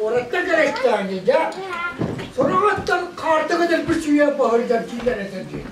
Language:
Yakut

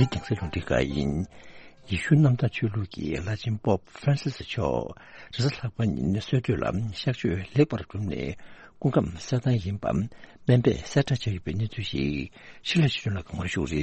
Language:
Tibetan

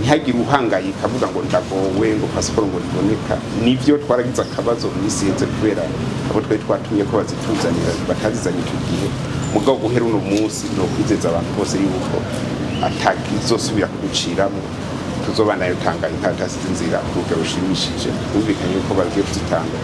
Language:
Rundi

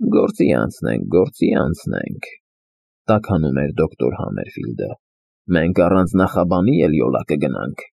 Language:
Armenian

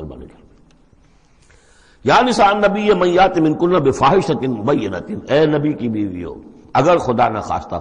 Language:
Urdu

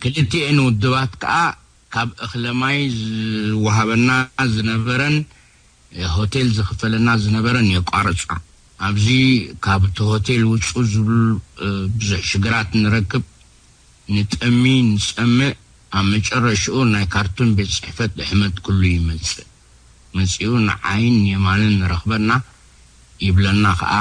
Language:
Tigrinya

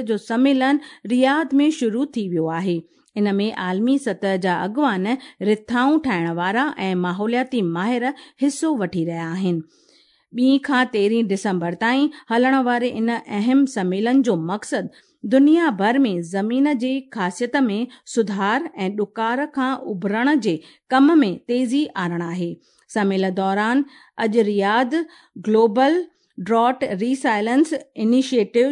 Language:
Sindhi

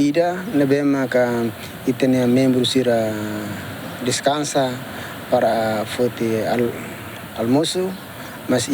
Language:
Tetum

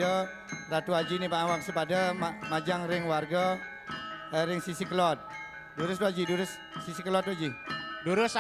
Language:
Balinese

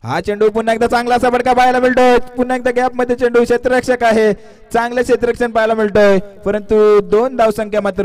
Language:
Marathi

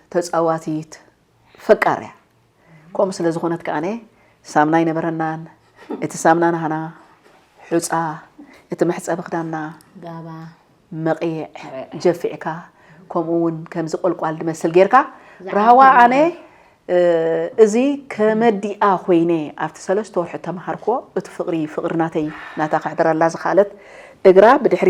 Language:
Tigrinya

